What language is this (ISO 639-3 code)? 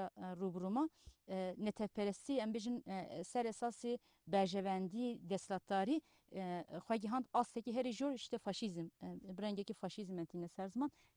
kur